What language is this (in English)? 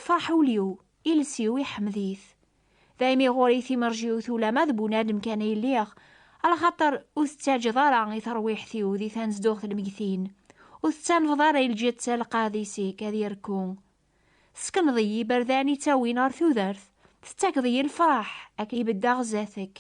Kabyle